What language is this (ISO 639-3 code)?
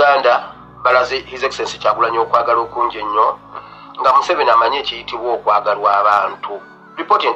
lug